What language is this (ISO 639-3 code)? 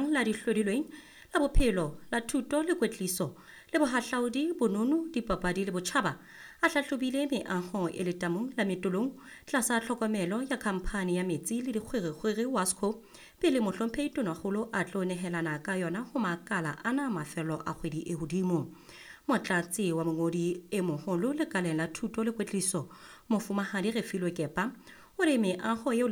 sot